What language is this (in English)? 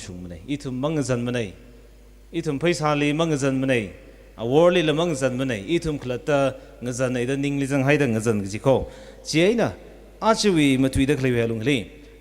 Tangkhul Naga (India)